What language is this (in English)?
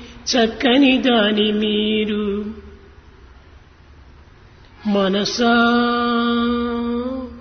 Telugu